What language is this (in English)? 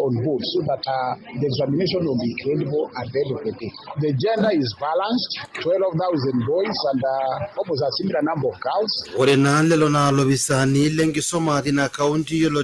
Masai